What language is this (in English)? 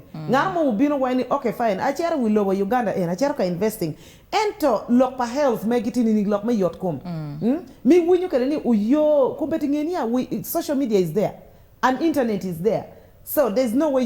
Acoli